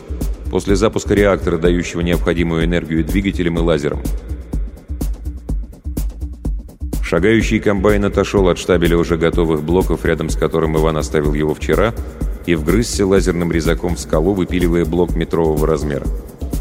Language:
Russian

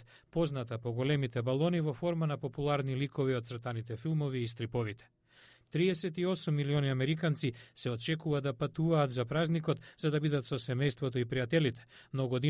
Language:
Macedonian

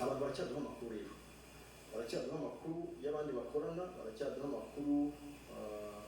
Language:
Kinyarwanda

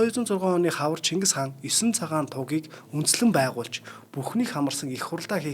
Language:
Mongolian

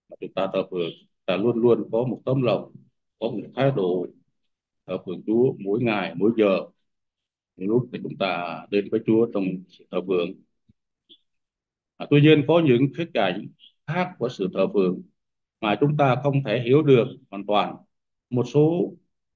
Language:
Vietnamese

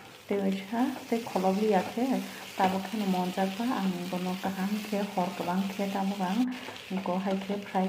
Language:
Kok Borok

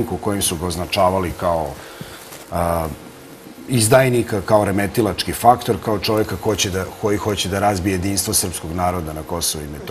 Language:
Serbian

